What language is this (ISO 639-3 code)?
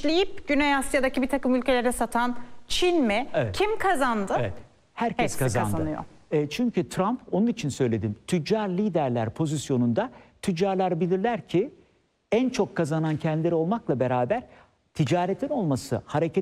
tur